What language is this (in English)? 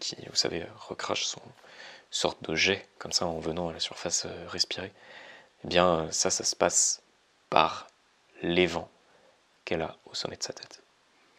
French